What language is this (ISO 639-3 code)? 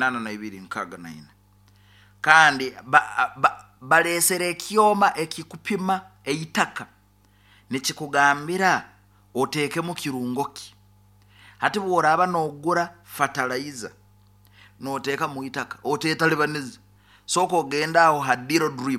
nyn